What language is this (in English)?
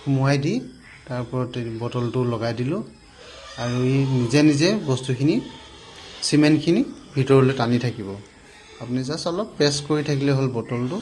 Assamese